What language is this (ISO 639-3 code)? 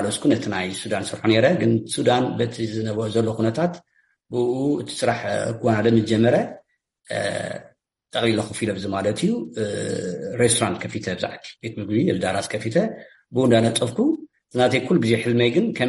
tir